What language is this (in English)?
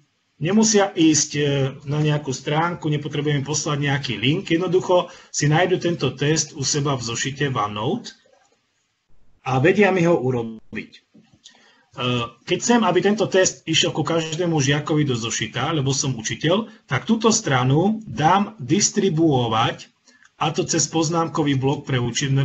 Slovak